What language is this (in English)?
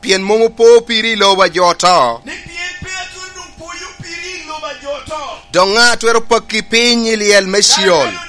Lango (Uganda)